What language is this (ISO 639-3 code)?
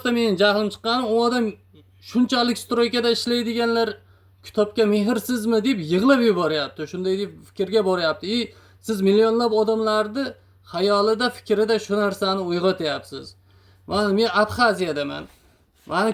uzb